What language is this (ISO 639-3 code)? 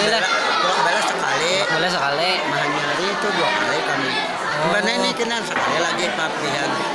bjn